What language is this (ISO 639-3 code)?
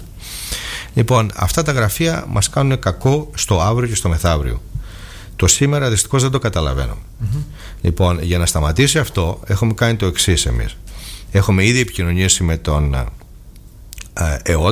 ell